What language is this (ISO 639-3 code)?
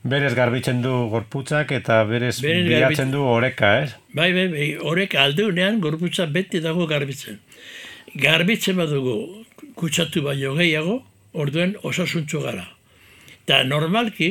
eus